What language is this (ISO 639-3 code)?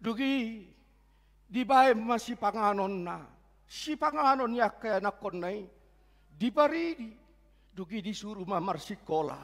bbc